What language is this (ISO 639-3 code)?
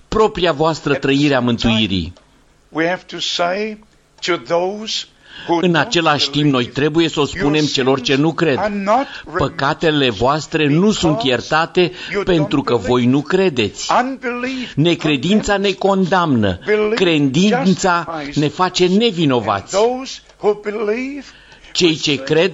ron